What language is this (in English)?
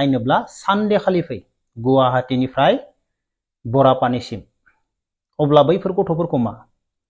Bodo